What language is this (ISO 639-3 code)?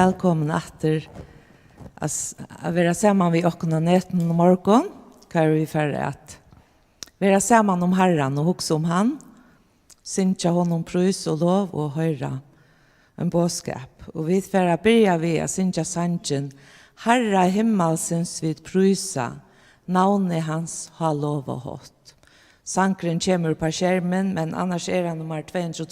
fao